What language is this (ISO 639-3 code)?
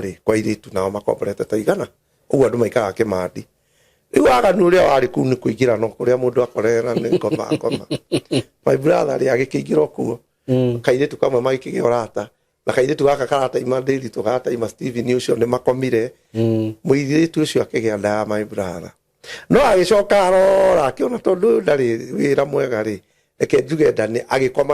kik